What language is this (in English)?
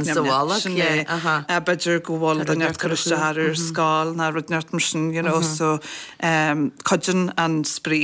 Irish